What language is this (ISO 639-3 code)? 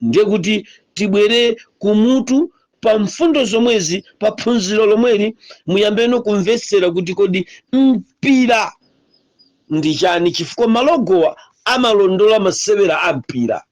nya